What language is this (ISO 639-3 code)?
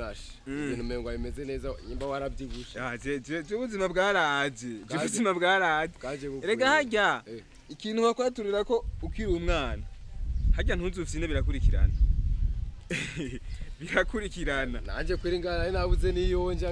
run